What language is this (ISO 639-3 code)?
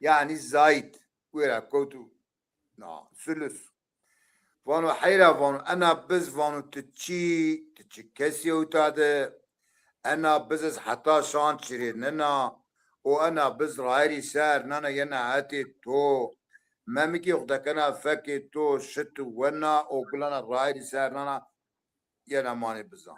zza